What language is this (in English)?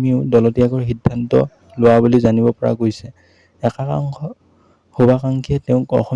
Assamese